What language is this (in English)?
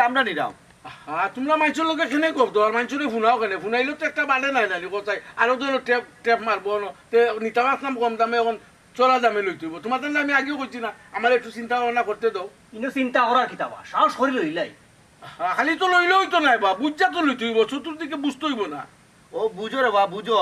Sylheti